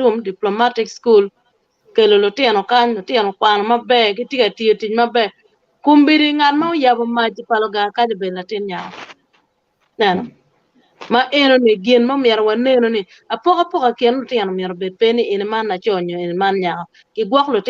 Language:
Acoli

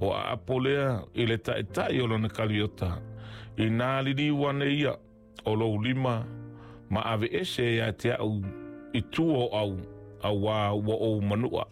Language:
Samoan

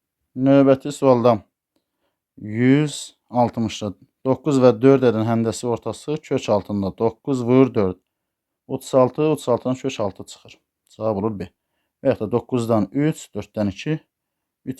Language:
Azerbaijani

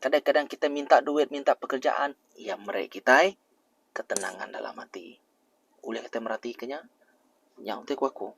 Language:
Iban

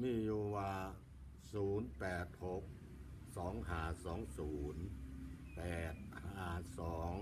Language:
Lao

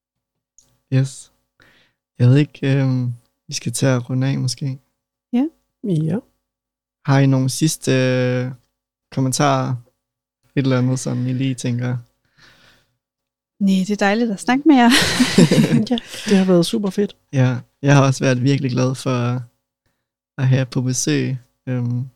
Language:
Danish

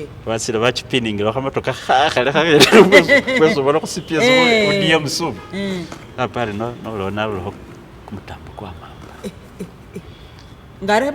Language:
Masaaba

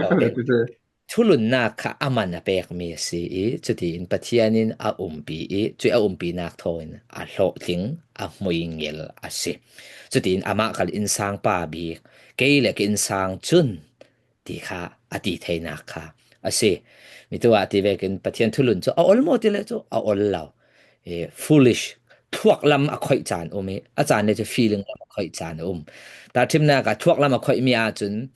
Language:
Falam Chin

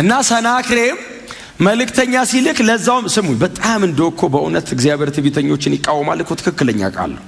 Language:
Amharic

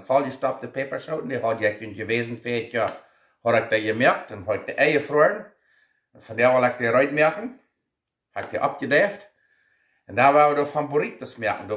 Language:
Plautdietsch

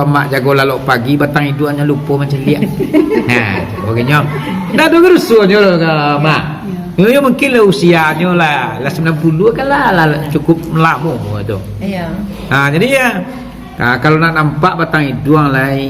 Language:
Minangkabau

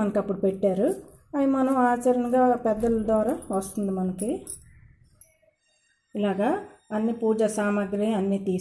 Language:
Telugu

